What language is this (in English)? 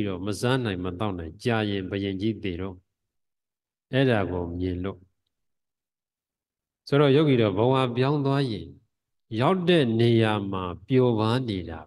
Burmese